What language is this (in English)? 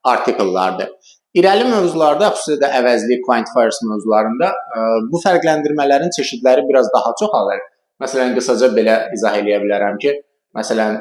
Azerbaijani